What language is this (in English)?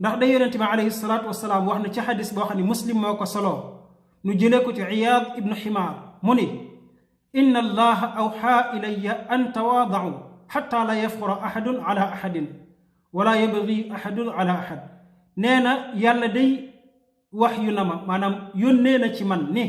Wolof